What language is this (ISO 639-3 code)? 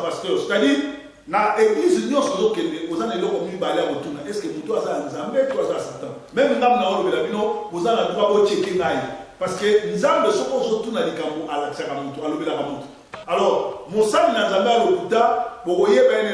lin